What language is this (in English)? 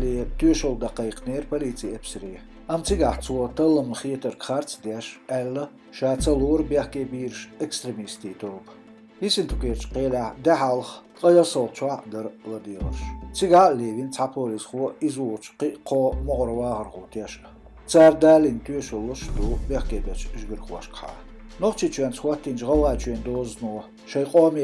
Chechen